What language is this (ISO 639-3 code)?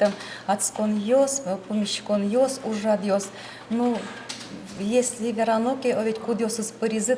udm